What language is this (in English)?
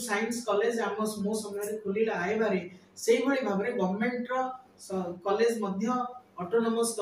Odia